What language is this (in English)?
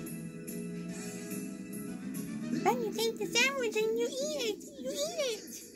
English